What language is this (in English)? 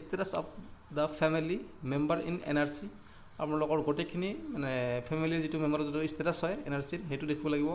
Assamese